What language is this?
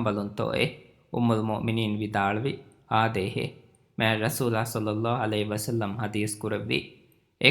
Divehi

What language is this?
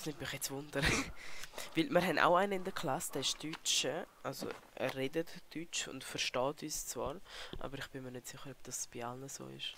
Swiss German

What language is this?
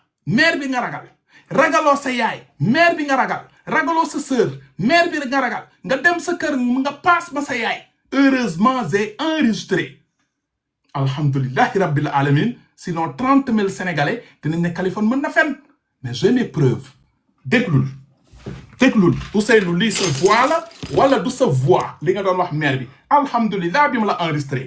Wolof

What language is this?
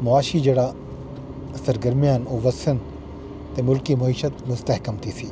Saraiki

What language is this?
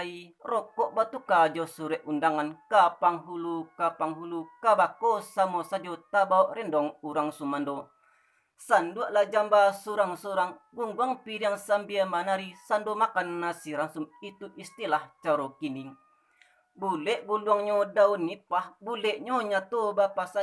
Minangkabau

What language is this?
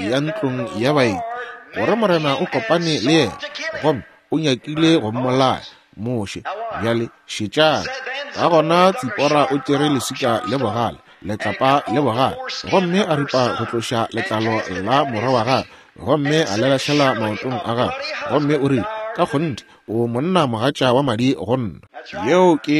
Northern Sotho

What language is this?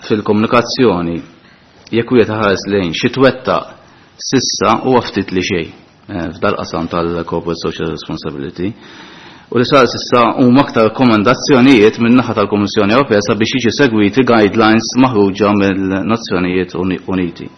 Maltese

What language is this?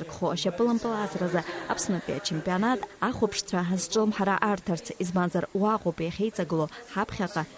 Abkhazian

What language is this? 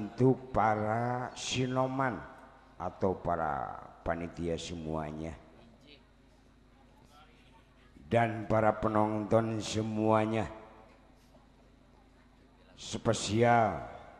Sundanese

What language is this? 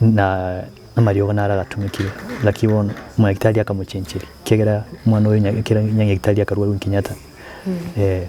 Gusii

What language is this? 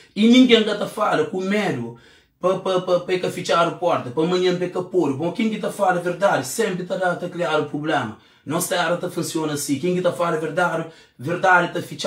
Kabuverdianu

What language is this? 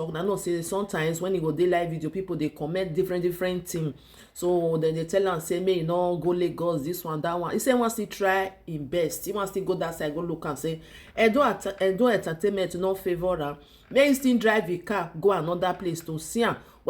Nigerian Pidgin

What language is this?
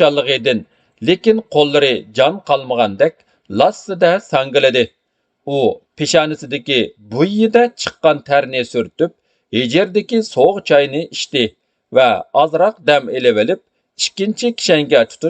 Uyghur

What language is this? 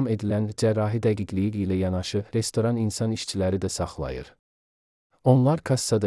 Azerbaijani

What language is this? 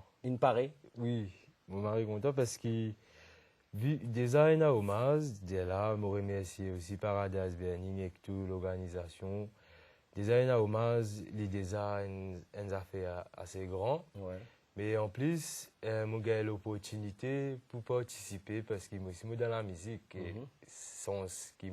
Morisyen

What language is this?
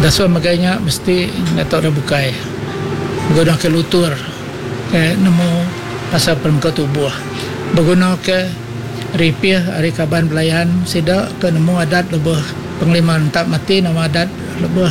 Iban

